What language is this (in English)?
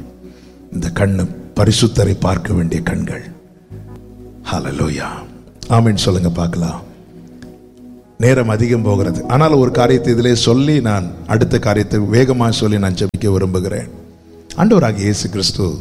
Tamil